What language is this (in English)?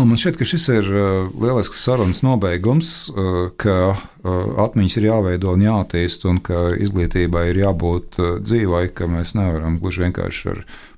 Latvian